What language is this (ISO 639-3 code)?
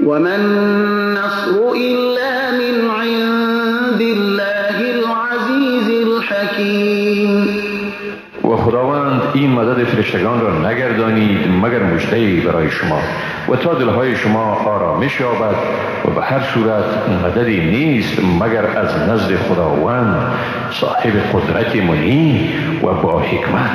fas